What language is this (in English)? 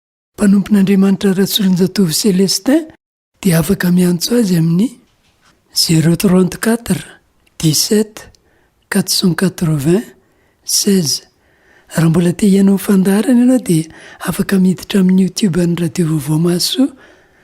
Malagasy